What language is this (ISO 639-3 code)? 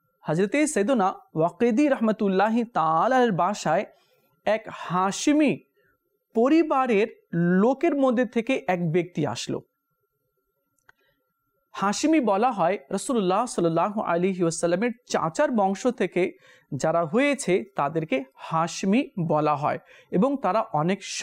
ben